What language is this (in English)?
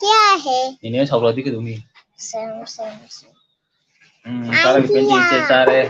Manipuri